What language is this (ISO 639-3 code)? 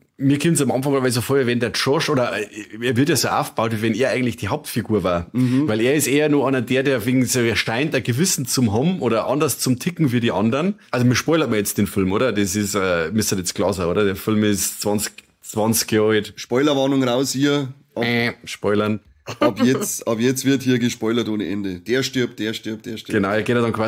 bar